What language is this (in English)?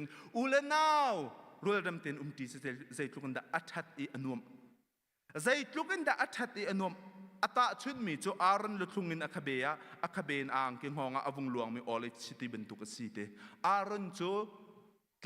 Hakha Chin